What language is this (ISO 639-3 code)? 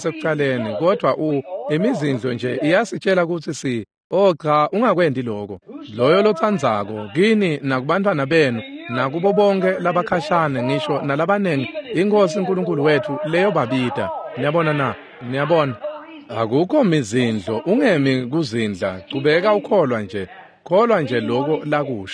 ssw